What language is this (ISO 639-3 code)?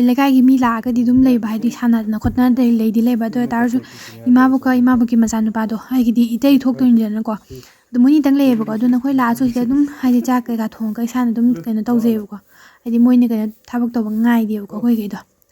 mni